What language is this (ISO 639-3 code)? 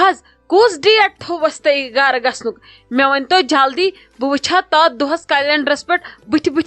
kas